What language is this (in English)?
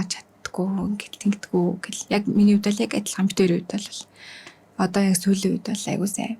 Mongolian